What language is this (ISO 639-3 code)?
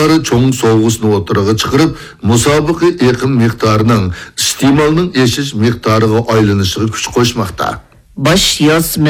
uig